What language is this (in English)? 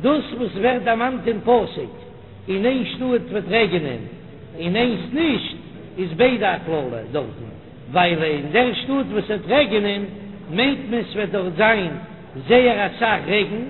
Yiddish